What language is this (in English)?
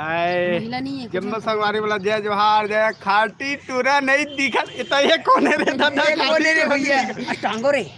Chhattisgarhi